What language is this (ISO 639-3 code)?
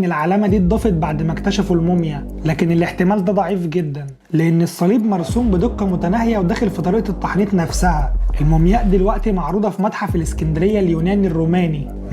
arz